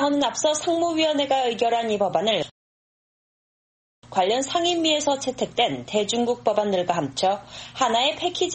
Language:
Korean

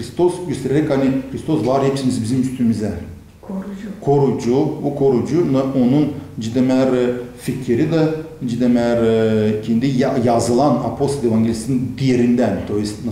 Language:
Gagauz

